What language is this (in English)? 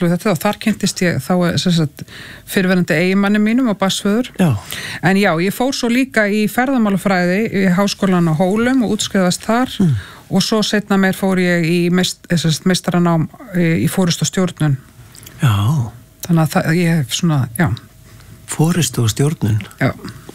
Icelandic